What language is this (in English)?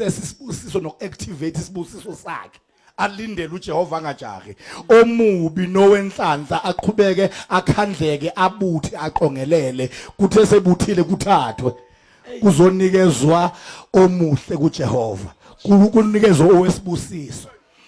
Zulu